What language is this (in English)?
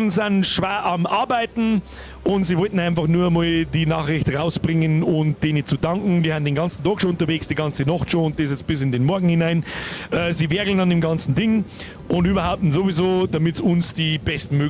Bavarian